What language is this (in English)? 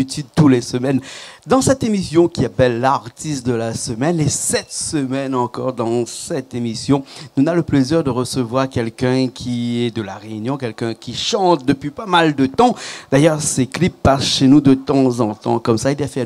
Réunion Creole French